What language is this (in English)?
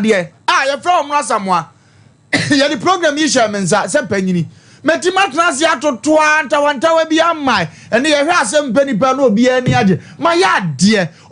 Akan